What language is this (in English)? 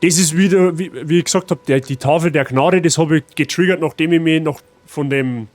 Bavarian